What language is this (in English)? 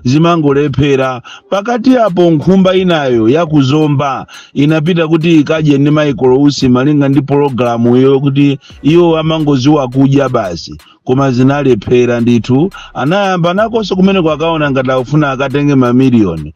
Nyanja